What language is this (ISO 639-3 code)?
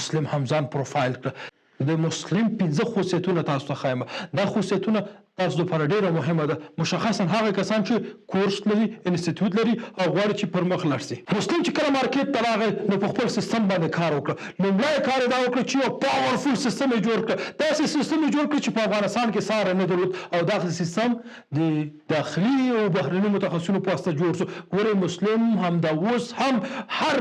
pus